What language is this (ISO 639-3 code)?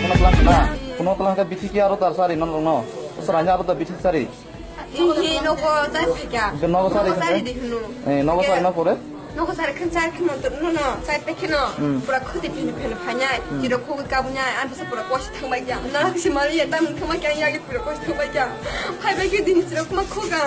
trp